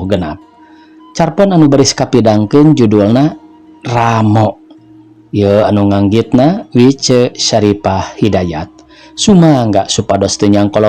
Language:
Sundanese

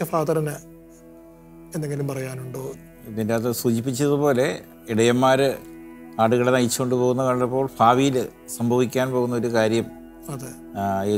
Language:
Malayalam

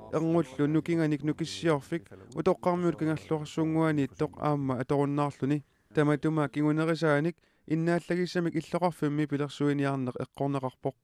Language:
Kalaallisut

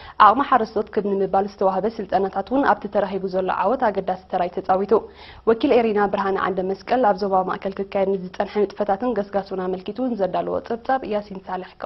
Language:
Tigrinya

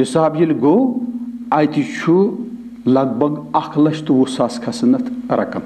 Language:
Kashmiri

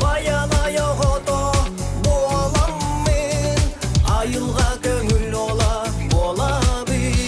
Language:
Yakut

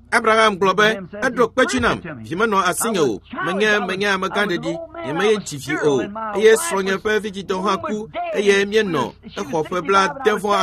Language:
Ewe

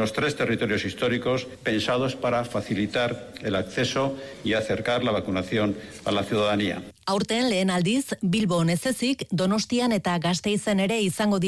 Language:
Basque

